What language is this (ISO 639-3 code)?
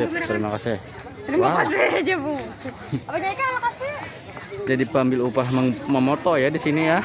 bjn